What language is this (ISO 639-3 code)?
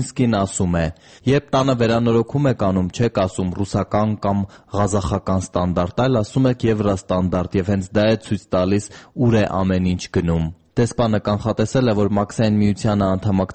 hye